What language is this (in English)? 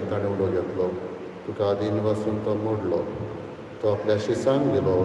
Konkani